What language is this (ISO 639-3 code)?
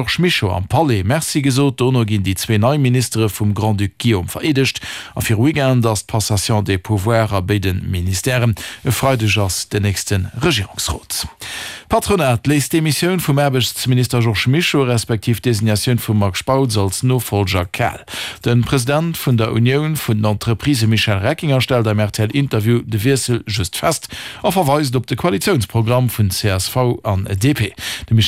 ltz